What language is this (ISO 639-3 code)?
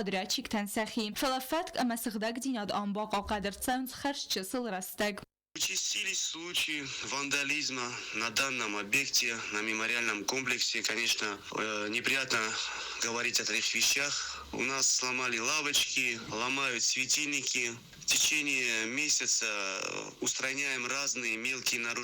oss